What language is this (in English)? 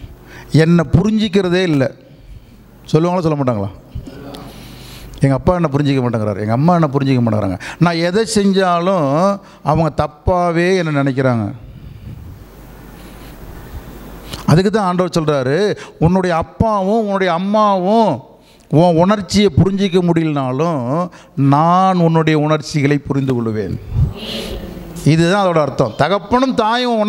Tamil